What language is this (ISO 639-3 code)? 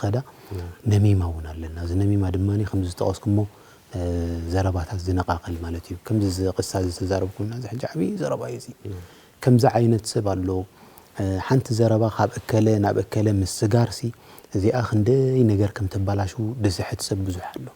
tir